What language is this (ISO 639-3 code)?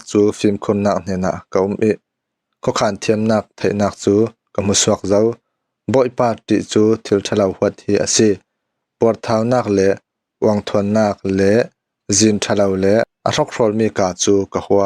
cfm